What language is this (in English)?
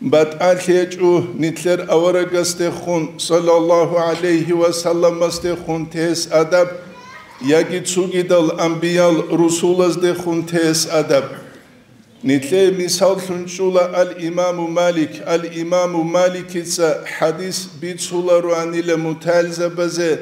Avaric